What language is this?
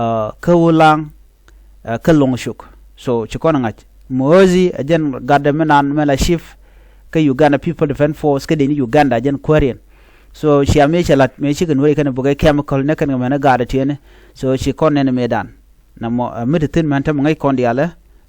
Nuer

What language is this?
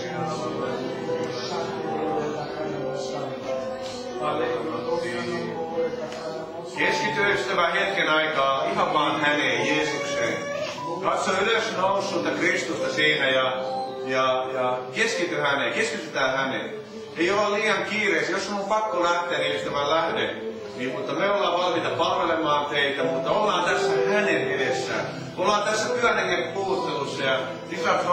Finnish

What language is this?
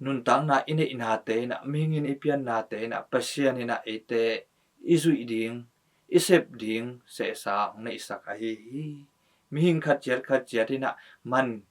Tedim Chin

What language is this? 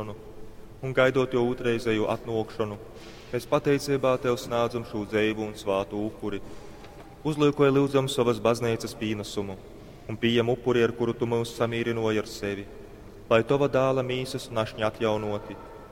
Latgalian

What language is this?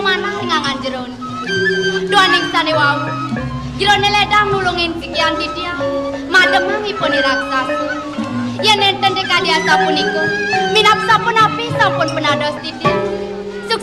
Balinese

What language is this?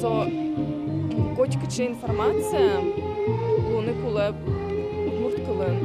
Udmurt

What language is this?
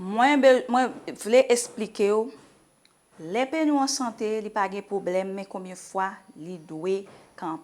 Haitian Creole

